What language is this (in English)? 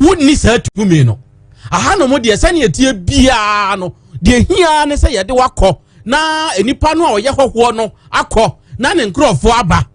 Akan